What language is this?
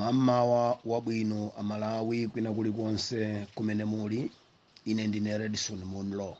Nyanja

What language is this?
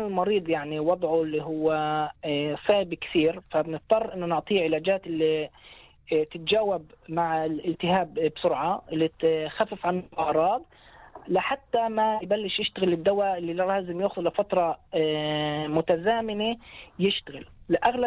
North Levantine Arabic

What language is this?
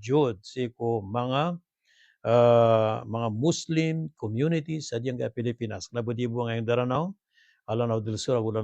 Maranao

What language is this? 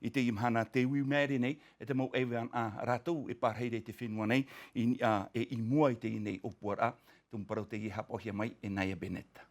Tahitian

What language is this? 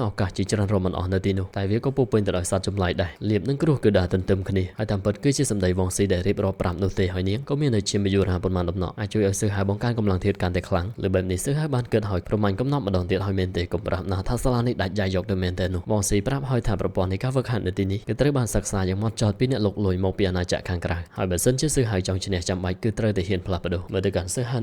Khmer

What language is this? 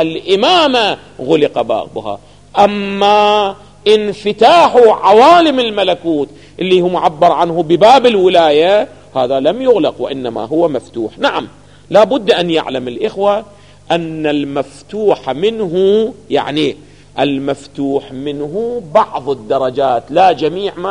Arabic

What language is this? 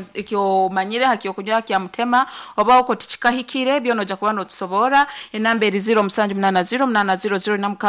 Nyankole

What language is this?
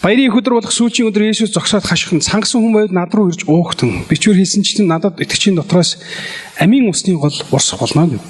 Mongolian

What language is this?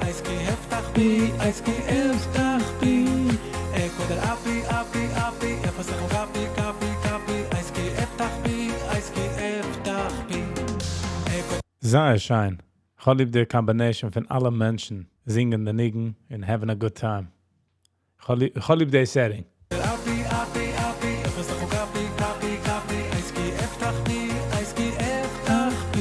Yiddish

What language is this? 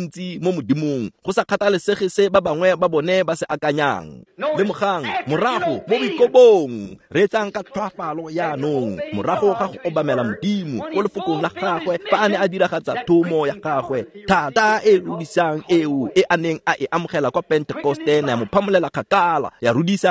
Tswana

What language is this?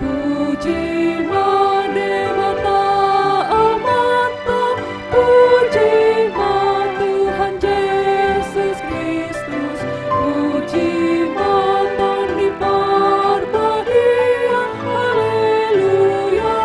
Batak Toba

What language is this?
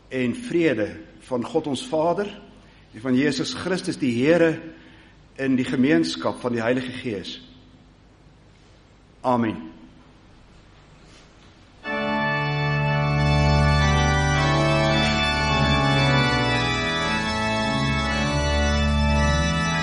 Afrikaans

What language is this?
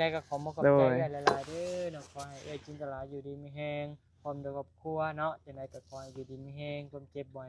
Northeastern Thai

